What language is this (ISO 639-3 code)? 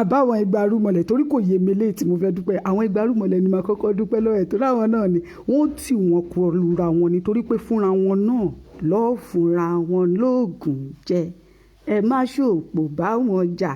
yor